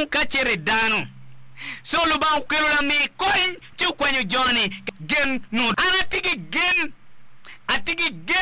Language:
Acoli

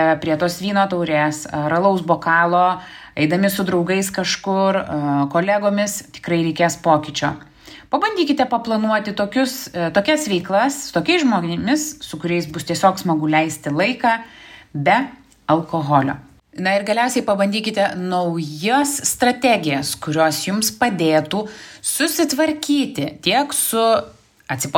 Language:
Lithuanian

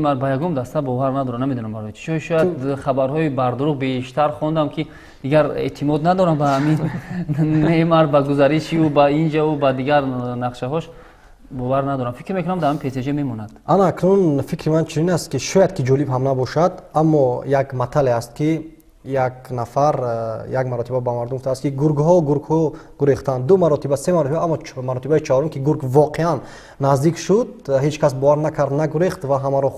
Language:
Tajik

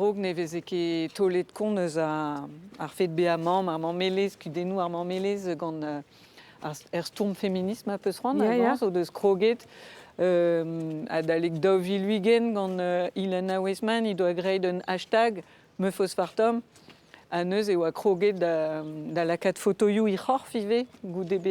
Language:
Breton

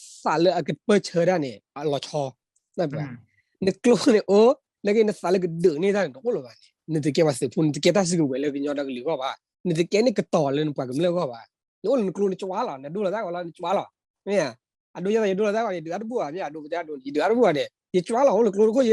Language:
S'gaw Karen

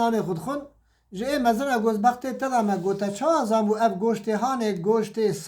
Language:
Kurdish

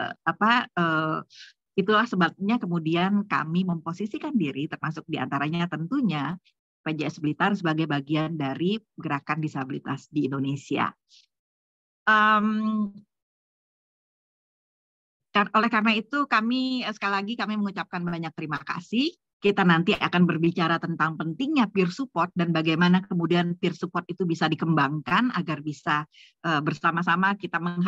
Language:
Indonesian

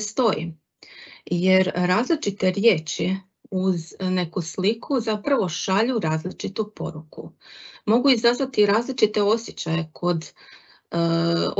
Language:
Croatian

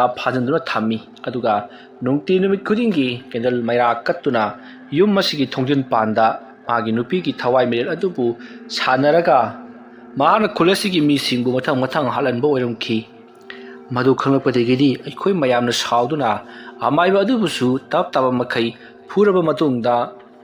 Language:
Manipuri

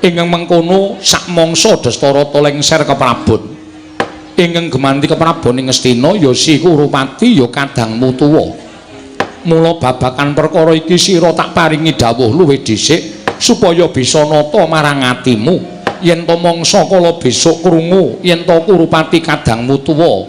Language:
Javanese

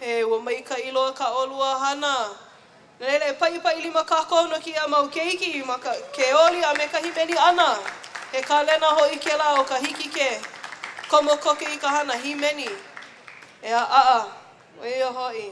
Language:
Hawaiian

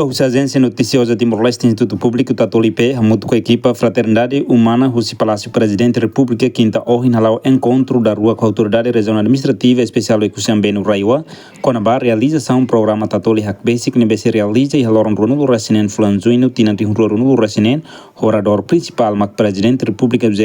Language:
Tetum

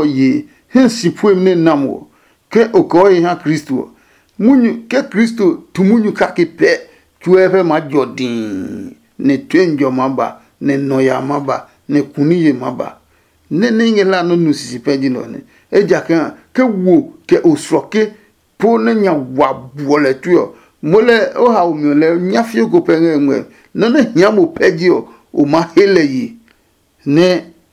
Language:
Adangme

